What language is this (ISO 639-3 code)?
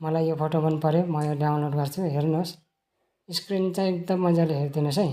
nep